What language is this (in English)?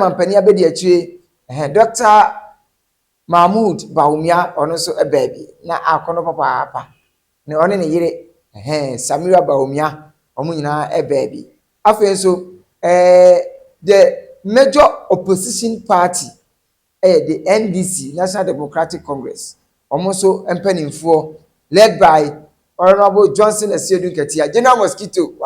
Akan